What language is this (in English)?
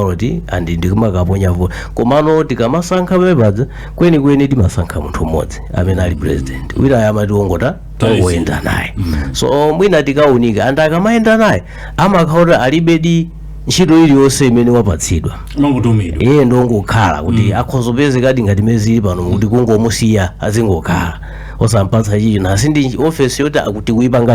Nyanja